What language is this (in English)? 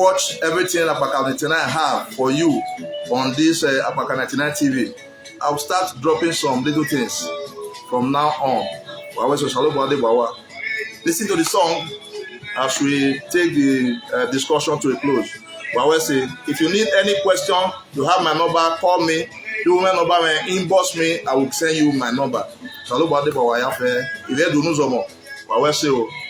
Nigerian Pidgin